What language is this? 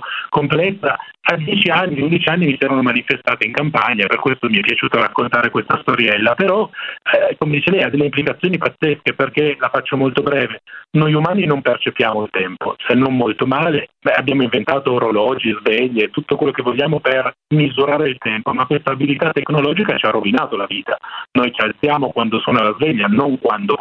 Italian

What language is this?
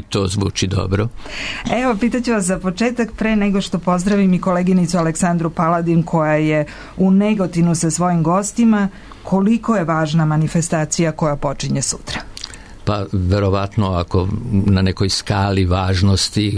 Serbian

